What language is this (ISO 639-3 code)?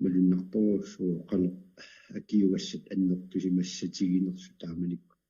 kal